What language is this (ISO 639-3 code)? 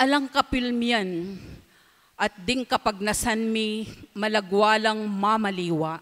pam